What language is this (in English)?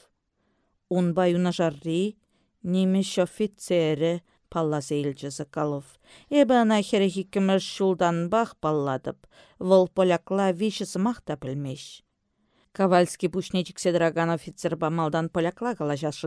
Chuvash